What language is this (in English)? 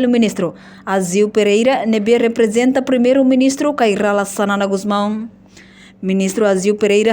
Tetum